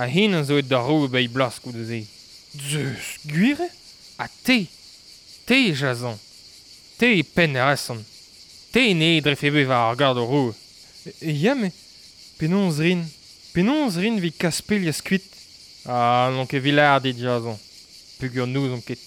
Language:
Breton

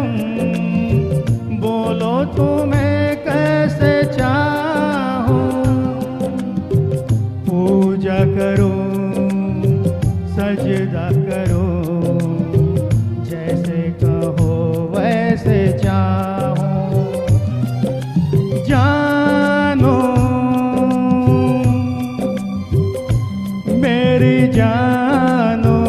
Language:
Hindi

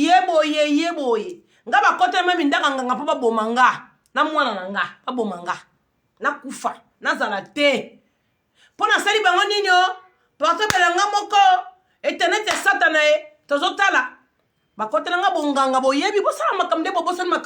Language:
Lingala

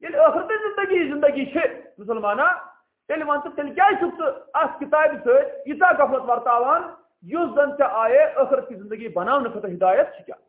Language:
Kashmiri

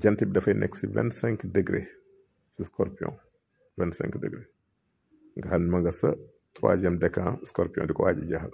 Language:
Wolof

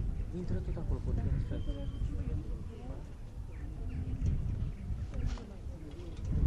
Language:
Romanian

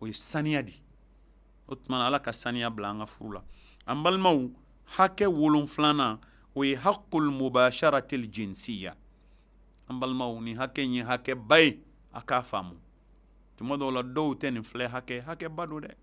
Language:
Bambara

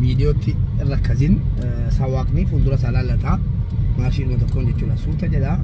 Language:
Oromo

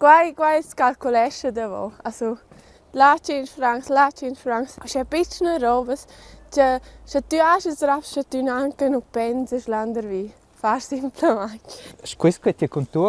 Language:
Romansh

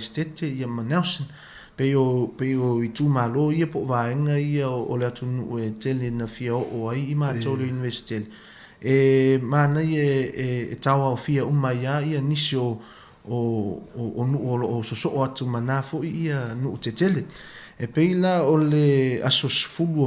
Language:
Samoan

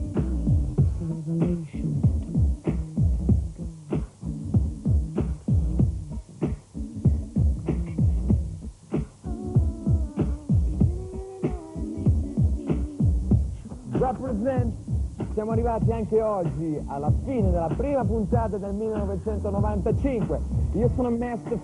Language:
Italian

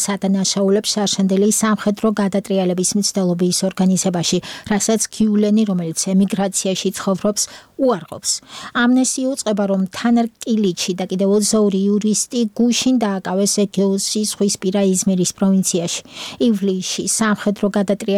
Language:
Georgian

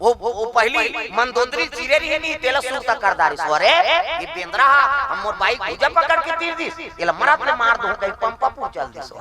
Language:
Chhattisgarhi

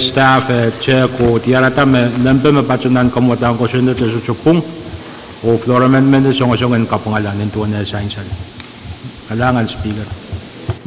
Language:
Pohnpeian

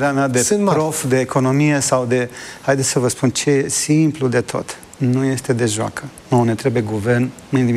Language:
Romanian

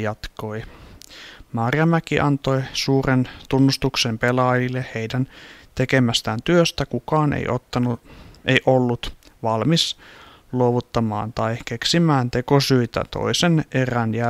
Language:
Finnish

